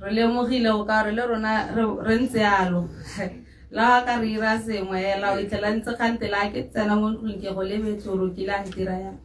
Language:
Tswana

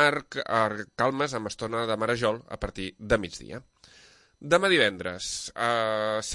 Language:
Catalan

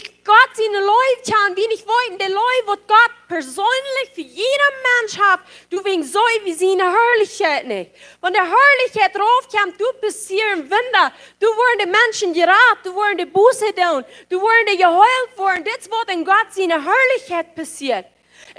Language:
Plautdietsch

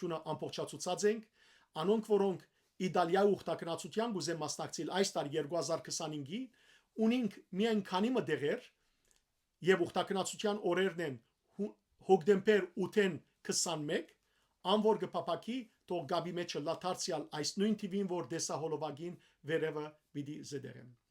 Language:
Western Armenian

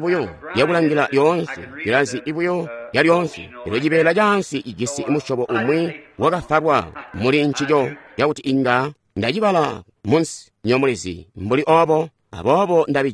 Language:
Tonga (Zambia)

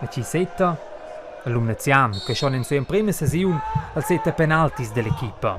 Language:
Romansh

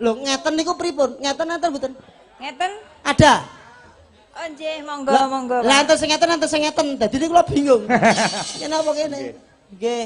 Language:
Javanese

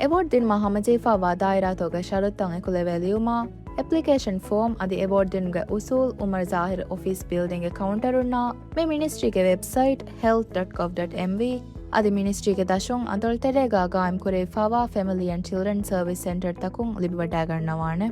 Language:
Divehi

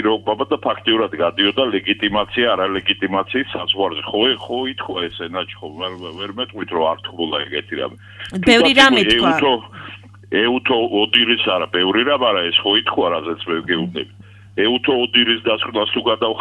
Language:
Georgian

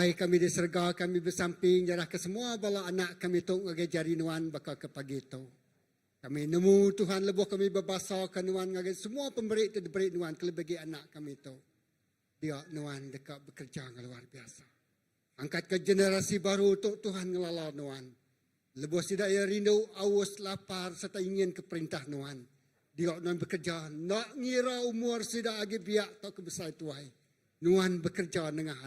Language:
Iban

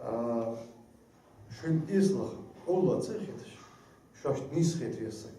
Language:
Ingush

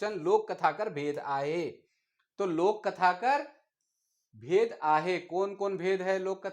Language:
Sadri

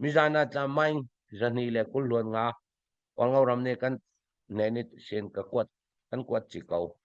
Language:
Falam Chin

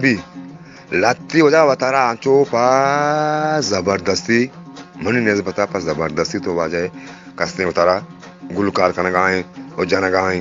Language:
Eastern Balochi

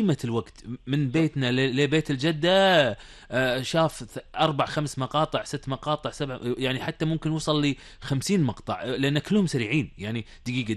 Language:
Gulf Arabic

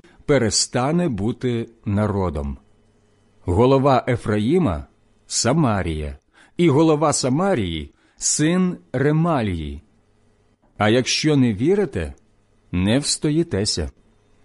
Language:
Ukrainian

